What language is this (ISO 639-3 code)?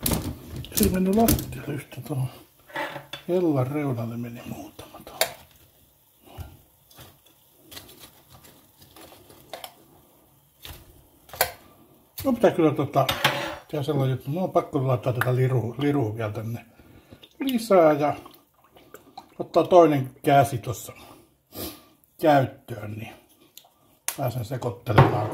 fin